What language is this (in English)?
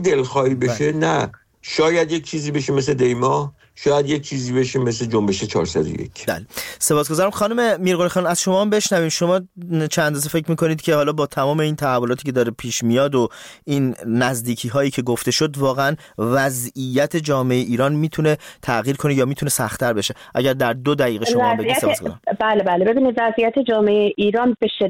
Persian